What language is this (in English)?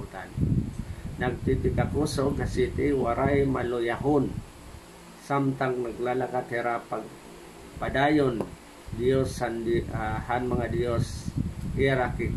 Waray